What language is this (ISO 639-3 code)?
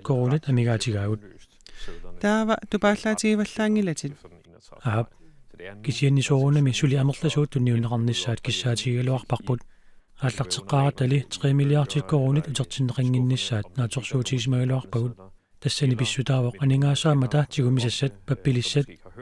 kal